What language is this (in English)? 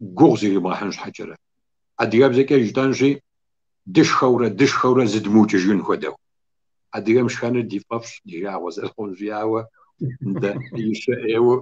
Kabardian